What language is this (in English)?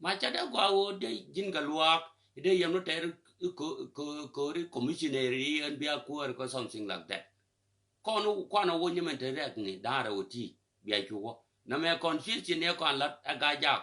Nuer